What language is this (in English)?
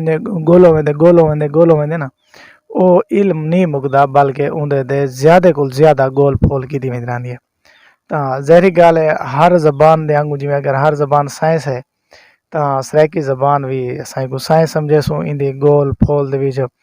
Saraiki